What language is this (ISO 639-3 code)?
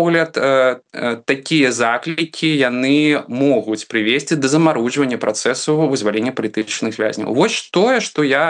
bel